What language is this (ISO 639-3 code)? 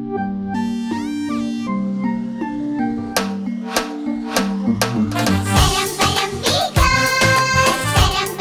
ara